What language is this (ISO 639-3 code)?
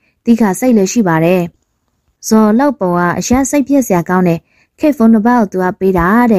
mya